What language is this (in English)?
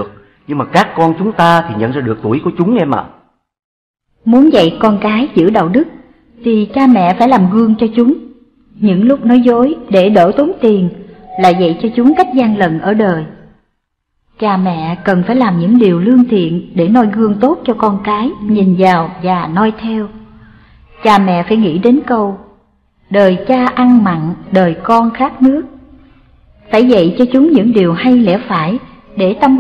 Vietnamese